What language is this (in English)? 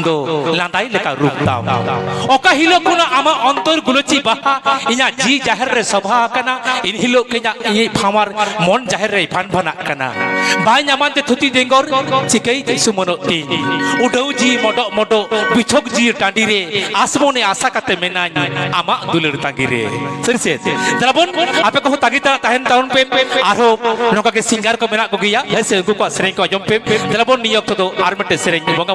Santali